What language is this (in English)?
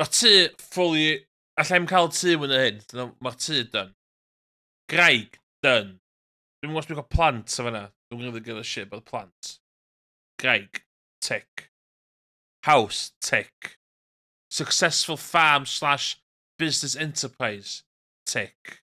Welsh